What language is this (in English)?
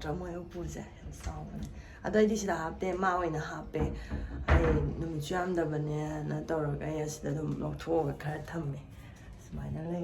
Manipuri